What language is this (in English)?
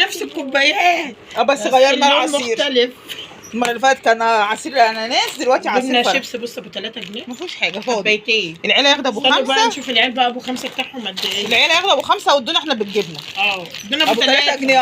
Egyptian Arabic